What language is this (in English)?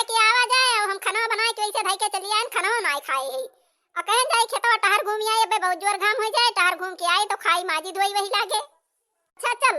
Awadhi